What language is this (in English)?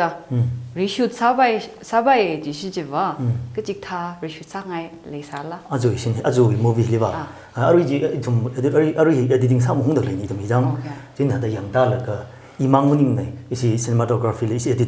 Tangkhul Naga (India)